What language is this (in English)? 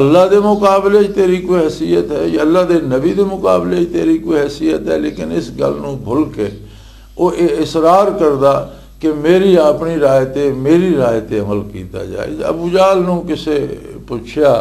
Western Panjabi